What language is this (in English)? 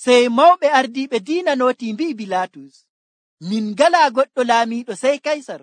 Nigerian Fulfulde